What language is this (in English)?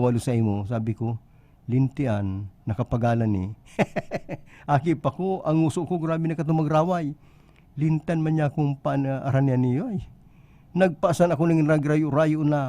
Bikol